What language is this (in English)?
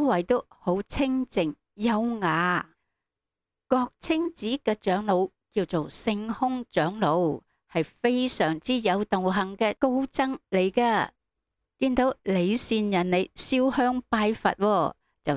Cantonese